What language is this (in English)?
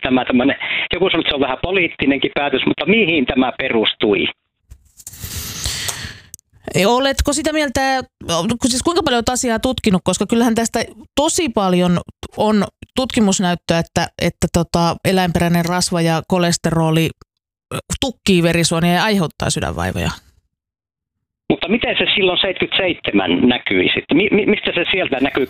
Finnish